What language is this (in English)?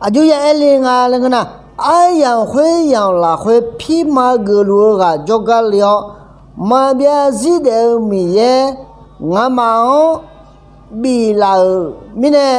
Akha